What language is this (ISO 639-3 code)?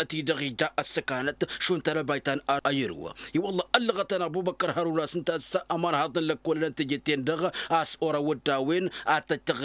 taq